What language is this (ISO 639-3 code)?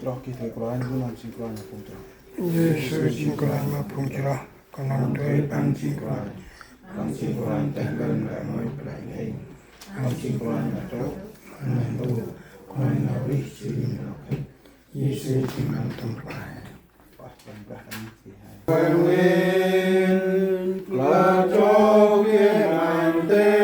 cmo